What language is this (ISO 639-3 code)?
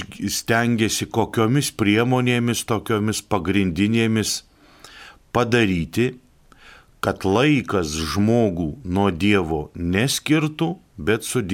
lit